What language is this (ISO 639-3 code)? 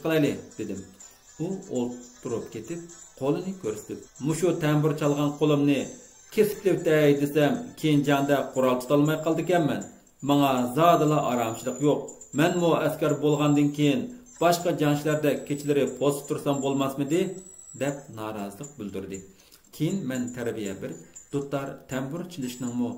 uig